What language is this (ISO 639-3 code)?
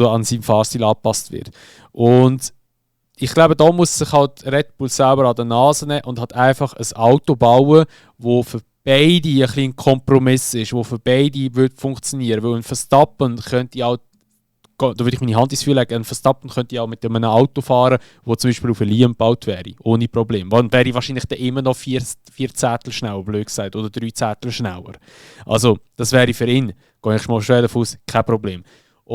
gsw